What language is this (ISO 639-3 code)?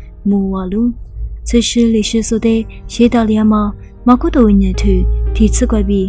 lis